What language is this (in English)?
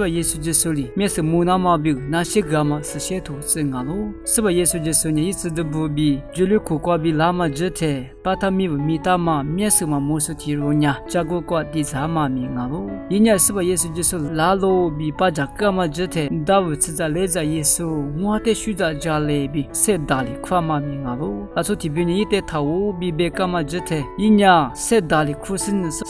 Lisu